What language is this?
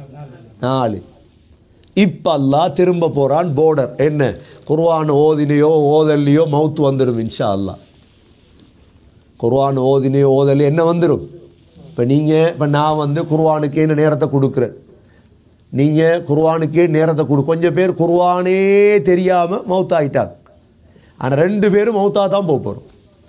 Tamil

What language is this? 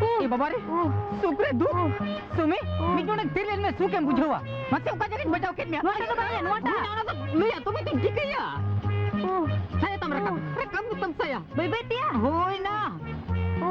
Santali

